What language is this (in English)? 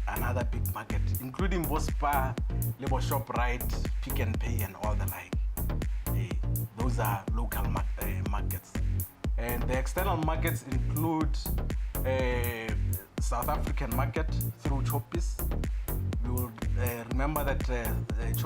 Tswana